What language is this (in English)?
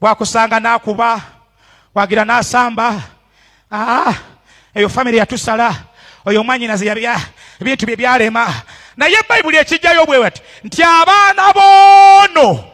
Ganda